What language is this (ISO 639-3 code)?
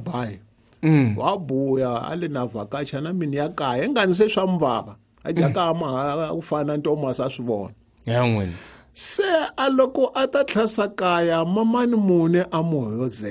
tso